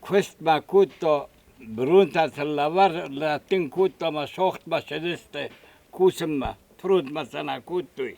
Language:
Ossetic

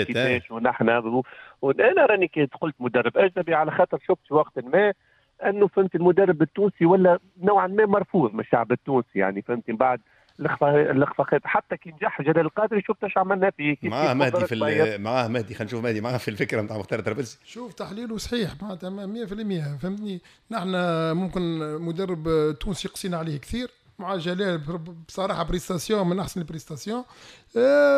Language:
Tunisian Arabic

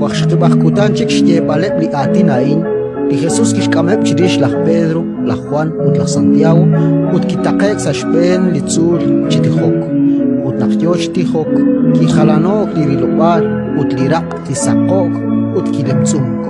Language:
Kekchí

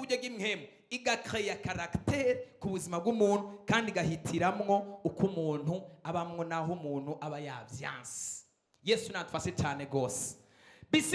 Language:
Rundi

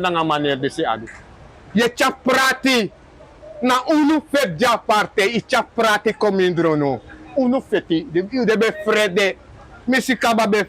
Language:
Sranan Tongo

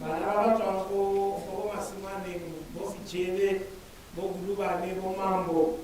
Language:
Tswana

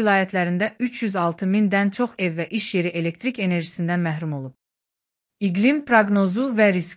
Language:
Azerbaijani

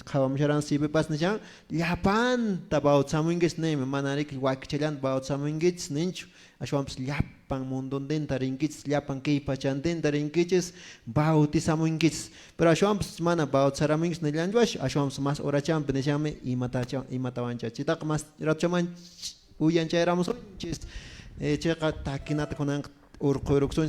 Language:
Quechua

